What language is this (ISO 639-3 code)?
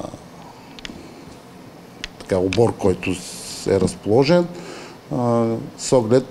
bul